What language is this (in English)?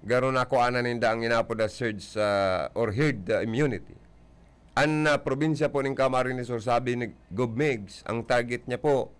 Bikol